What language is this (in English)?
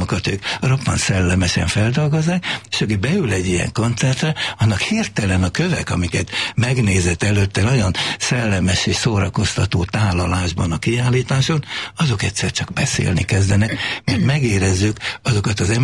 Hungarian